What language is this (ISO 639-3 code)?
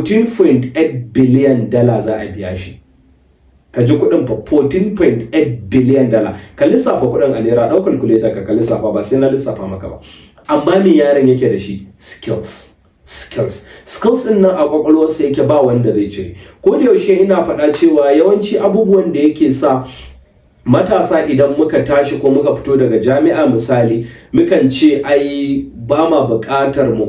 hau